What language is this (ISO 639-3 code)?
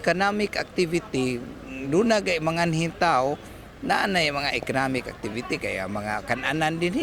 ceb